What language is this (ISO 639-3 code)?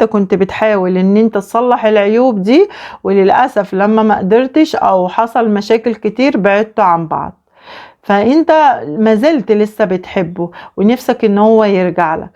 arz